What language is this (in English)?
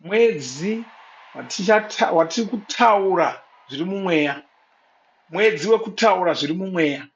Shona